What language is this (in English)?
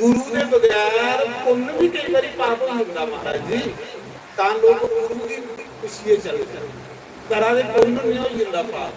Dogri